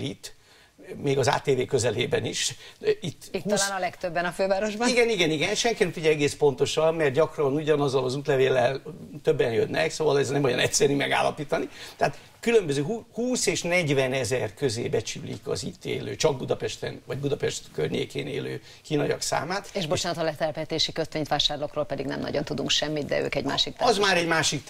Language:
Hungarian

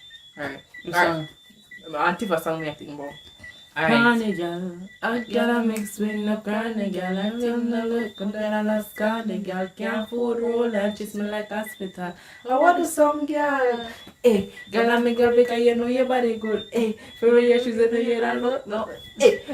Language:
Jamaican Creole English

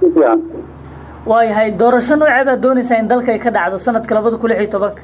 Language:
Somali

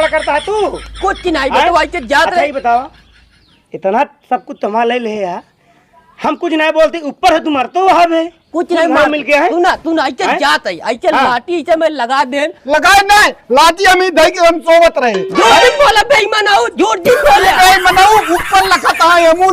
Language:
Awadhi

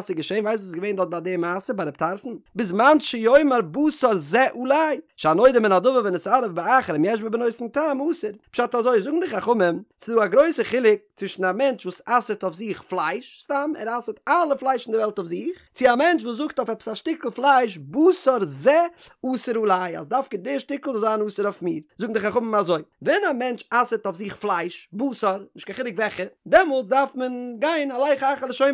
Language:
Yiddish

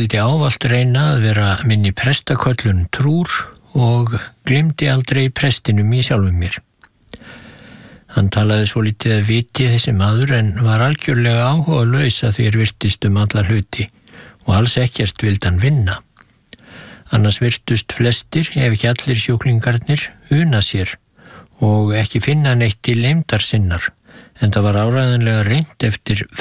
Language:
Icelandic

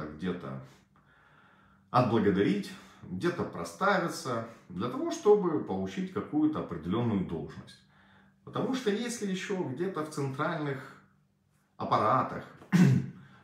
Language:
Russian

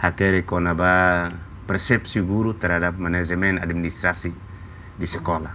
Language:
Tetum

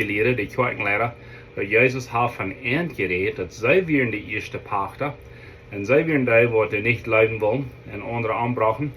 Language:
Plautdietsch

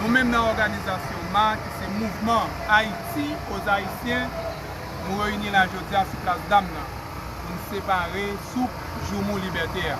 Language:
Haitian Creole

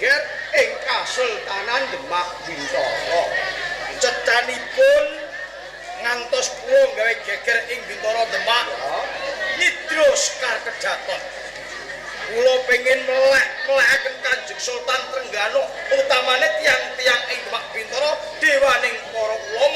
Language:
Javanese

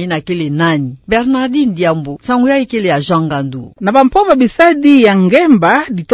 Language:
Kituba (Democratic Republic of Congo)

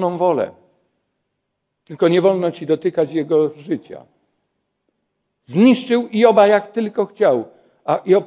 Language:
Polish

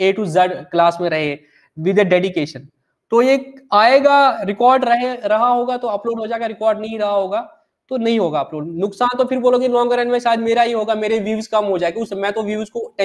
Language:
Hindi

